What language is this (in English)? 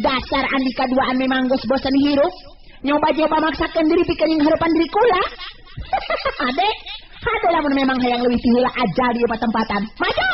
Sundanese